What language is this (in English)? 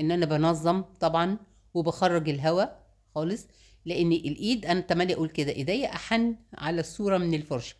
Egyptian Arabic